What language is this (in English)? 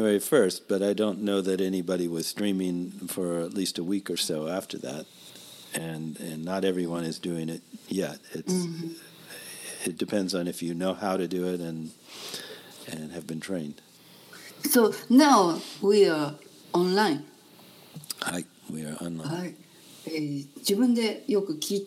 Japanese